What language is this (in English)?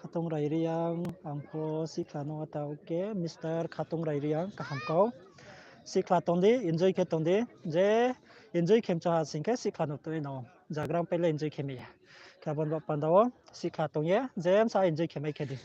Riang (India)